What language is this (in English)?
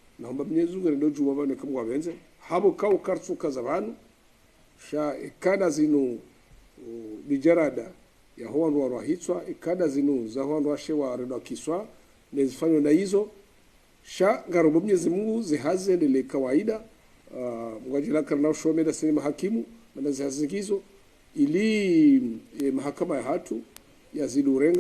Ngazidja Comorian